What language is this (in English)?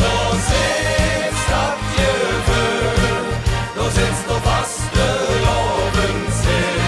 Limburgish